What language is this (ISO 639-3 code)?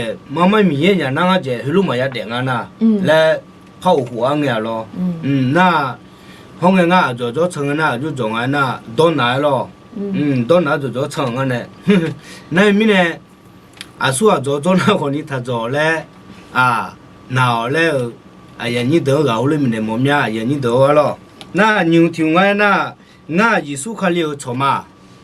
ahk